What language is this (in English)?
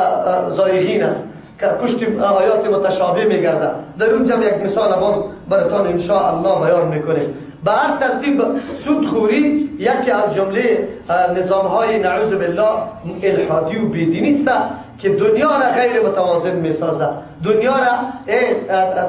Persian